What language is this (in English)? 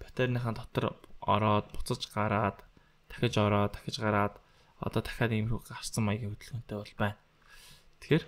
Mongolian